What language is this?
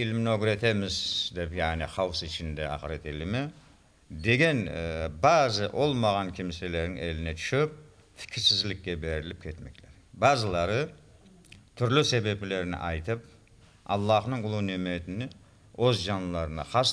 Crimean Tatar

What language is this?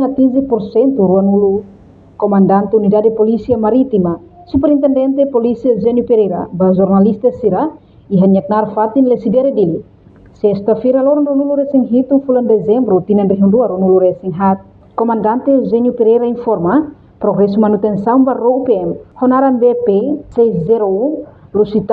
Tetum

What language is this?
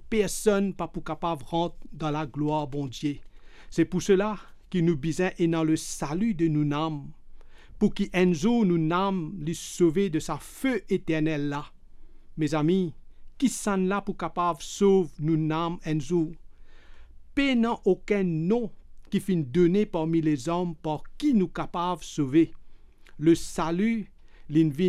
Morisyen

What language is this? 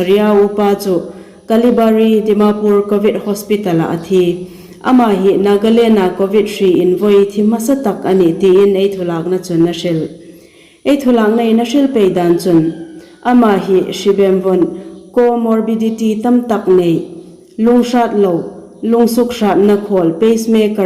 Hmar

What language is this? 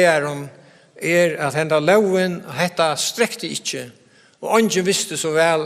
Faroese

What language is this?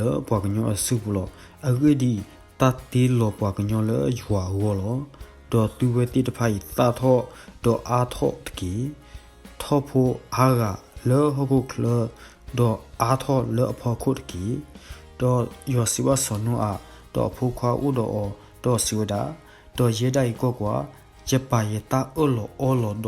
S'gaw Karen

